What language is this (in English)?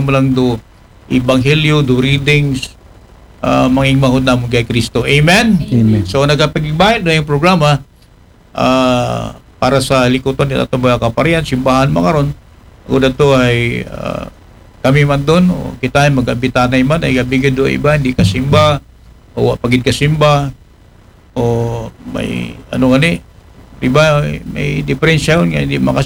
Aklanon